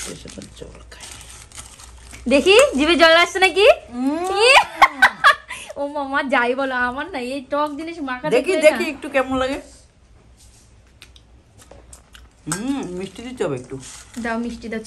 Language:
Bangla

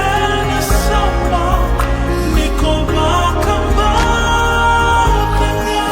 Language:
Fijian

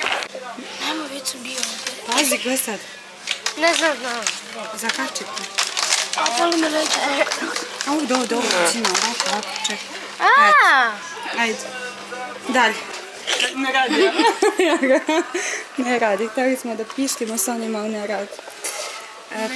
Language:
Serbian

